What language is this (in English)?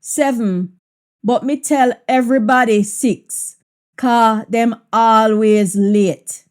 Jamaican Creole English